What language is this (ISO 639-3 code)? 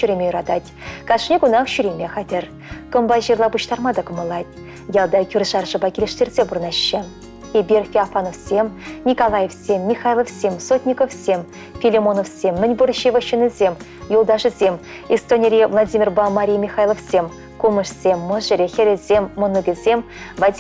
chv